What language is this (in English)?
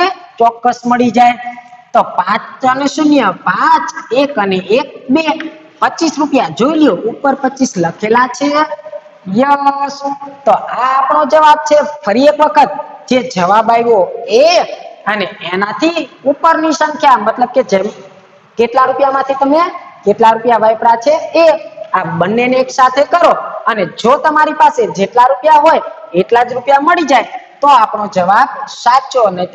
Gujarati